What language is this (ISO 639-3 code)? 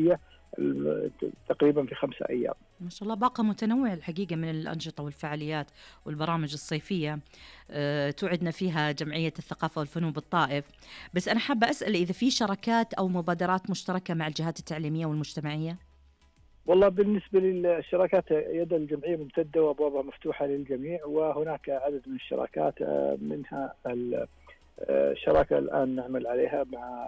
ars